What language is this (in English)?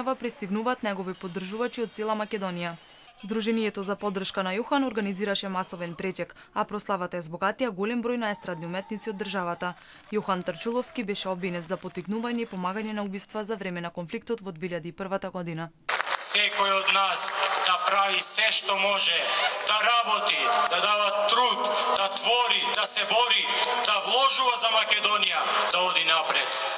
Macedonian